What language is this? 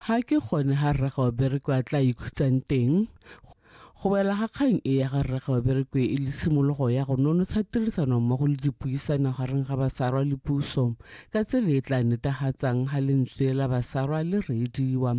Tswana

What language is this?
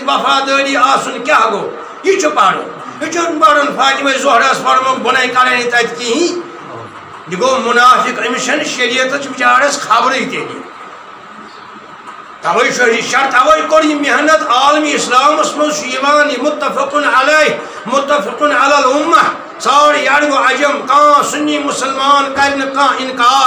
Kashmiri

